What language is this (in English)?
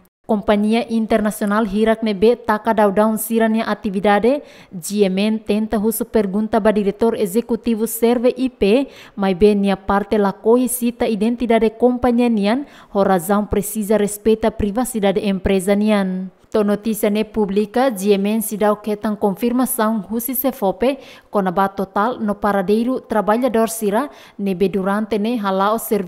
Tetum